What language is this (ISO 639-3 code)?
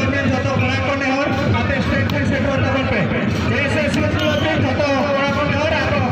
sat